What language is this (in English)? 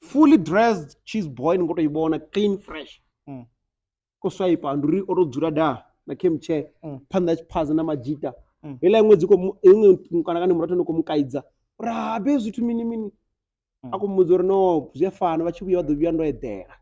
Venda